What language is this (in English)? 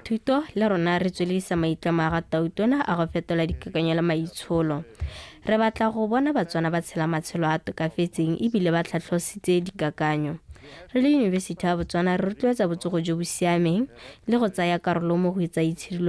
Tswana